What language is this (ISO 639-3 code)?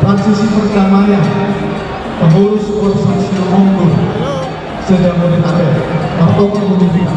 bbc